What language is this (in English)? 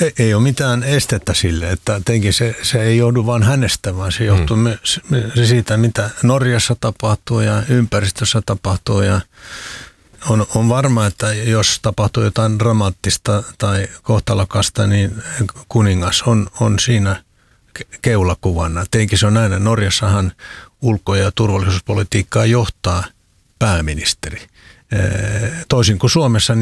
Finnish